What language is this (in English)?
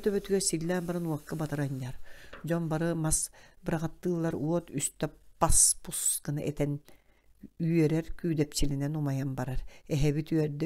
Yakut